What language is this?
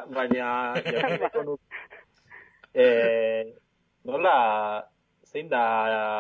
Basque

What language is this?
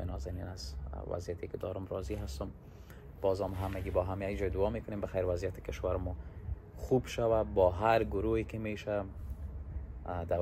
Persian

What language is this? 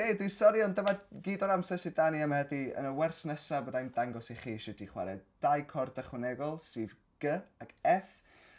Welsh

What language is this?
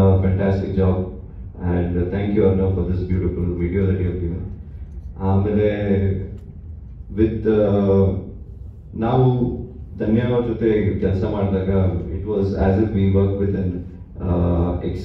Kannada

